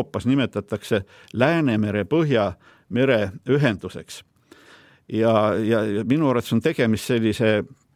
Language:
Estonian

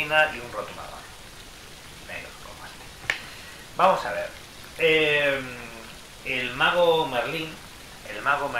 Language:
Spanish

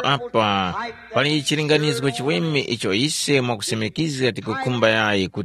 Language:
Tumbuka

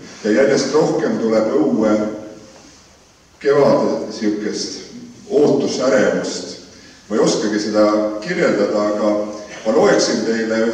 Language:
Estonian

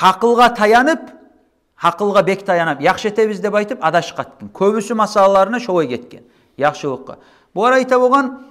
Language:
Kumyk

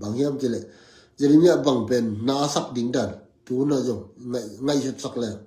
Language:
Tedim Chin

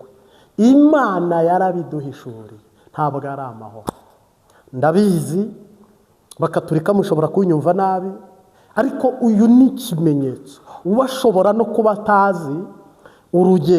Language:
Kinyarwanda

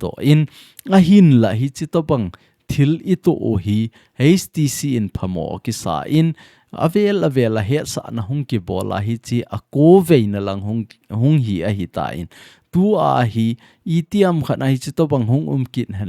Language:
Thado Chin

